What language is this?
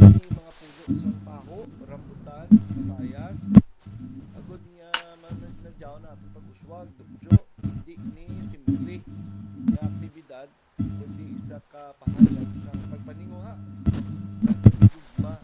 Hiligaynon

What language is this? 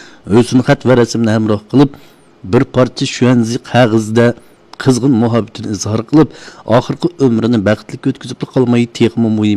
Uyghur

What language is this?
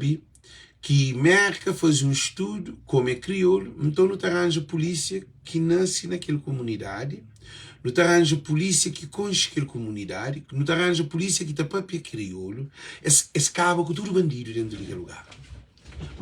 Kabuverdianu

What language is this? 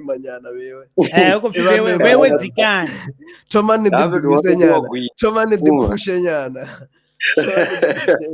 Venda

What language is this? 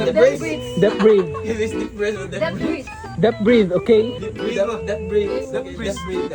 Cebuano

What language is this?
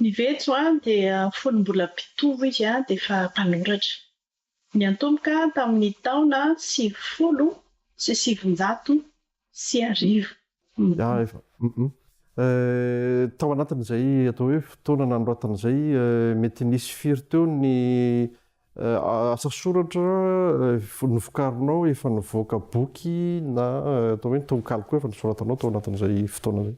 Malagasy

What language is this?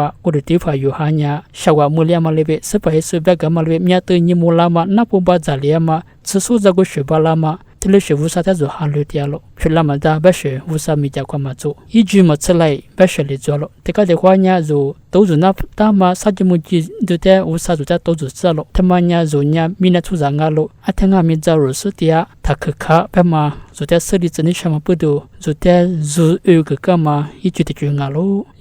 Lisu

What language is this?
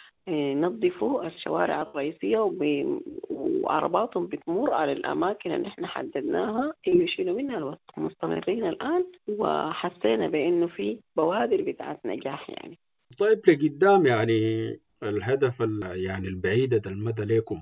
Sudanese Arabic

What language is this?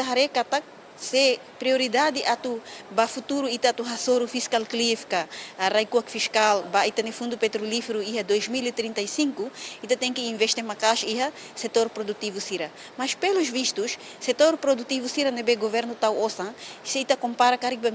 Tetum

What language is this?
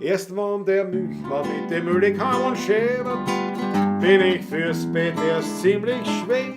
Bavarian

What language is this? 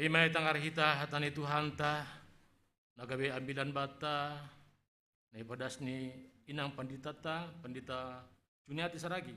Batak Simalungun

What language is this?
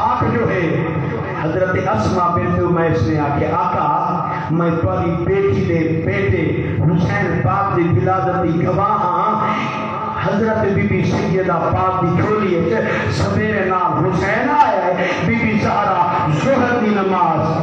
Saraiki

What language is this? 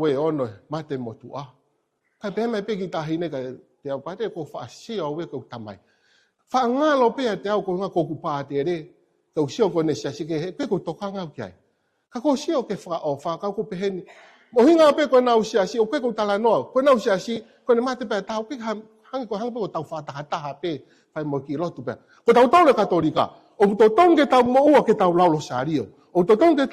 Tongan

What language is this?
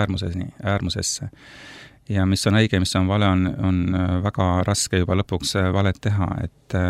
Estonian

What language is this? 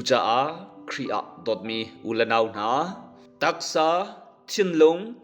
Hakha Chin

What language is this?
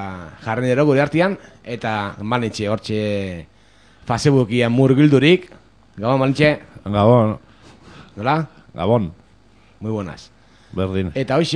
Basque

